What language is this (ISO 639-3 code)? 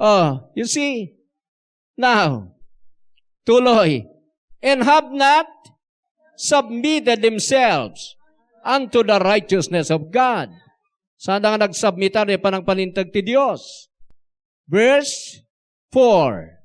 ilo